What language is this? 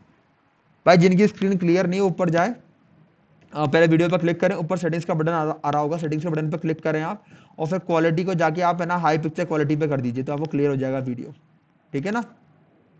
Hindi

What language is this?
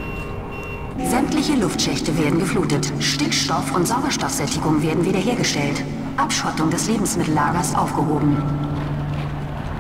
German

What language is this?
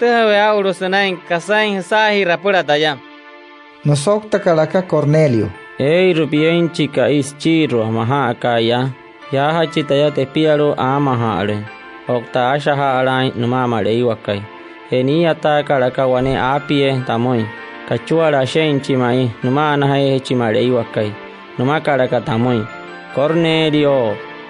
Wayuu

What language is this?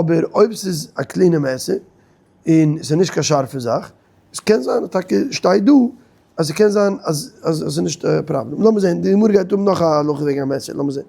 Yiddish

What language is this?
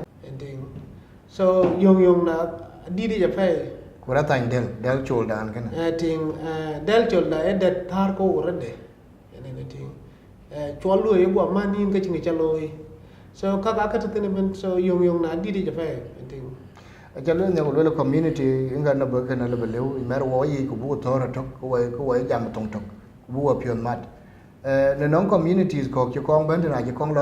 Dinka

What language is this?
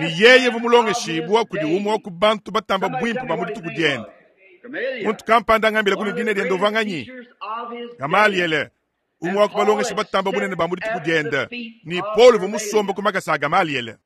Luba-Lulua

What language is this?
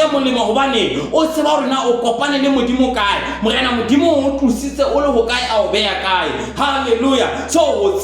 Southern Sotho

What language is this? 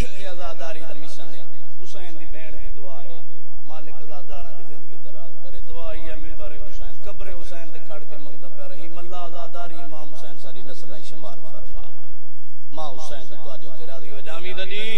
Saraiki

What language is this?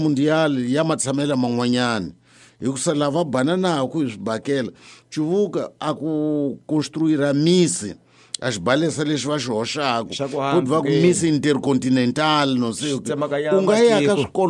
Tsonga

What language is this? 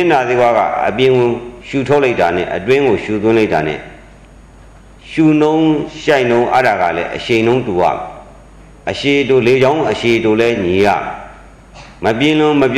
Burmese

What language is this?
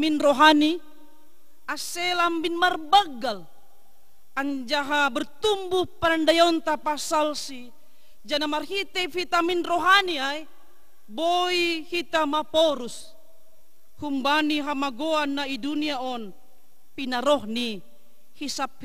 Batak Simalungun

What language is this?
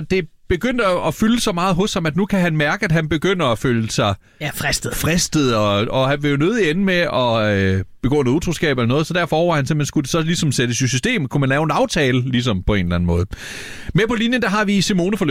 Danish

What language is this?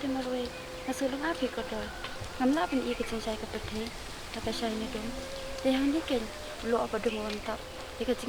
Khasi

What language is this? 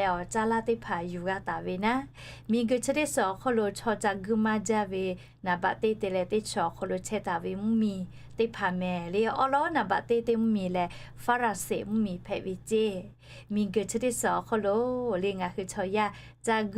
Lahu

